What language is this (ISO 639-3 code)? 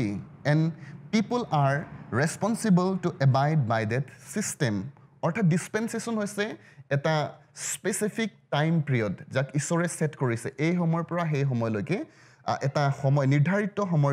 asm